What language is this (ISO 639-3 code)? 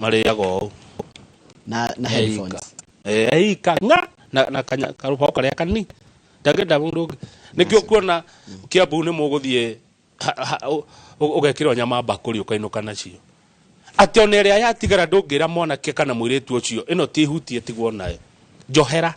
kik